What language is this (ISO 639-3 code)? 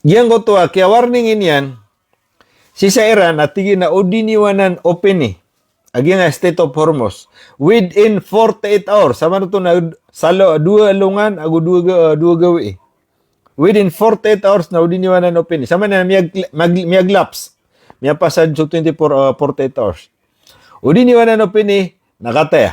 mrw